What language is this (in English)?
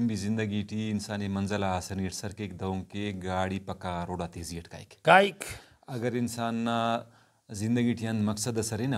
Brahui